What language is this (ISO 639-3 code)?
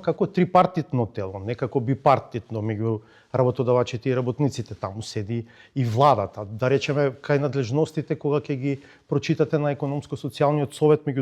mkd